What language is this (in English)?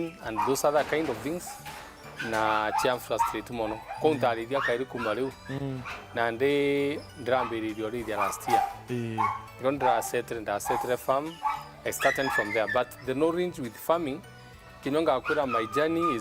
Meru